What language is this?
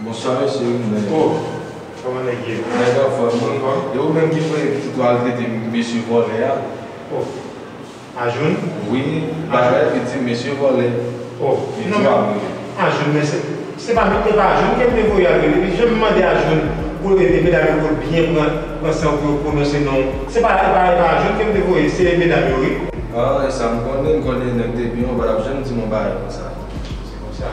Haitian Creole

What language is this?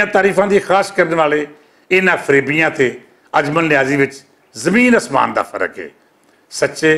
Western Panjabi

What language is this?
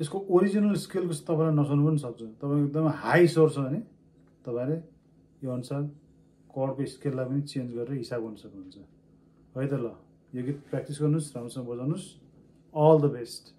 Nepali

